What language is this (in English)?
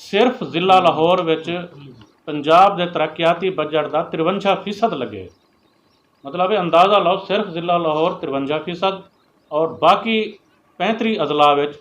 Saraiki